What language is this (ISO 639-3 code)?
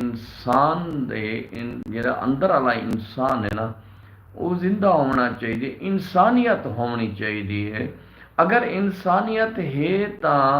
skr